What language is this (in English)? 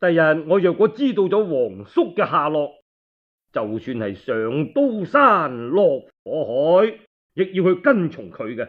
Cantonese